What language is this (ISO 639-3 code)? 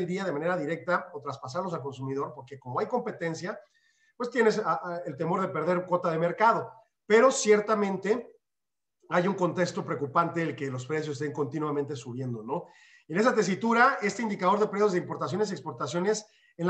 spa